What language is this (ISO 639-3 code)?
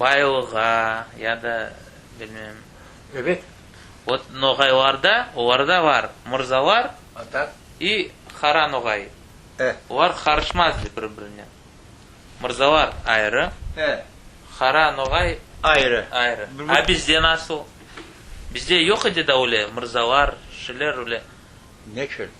crh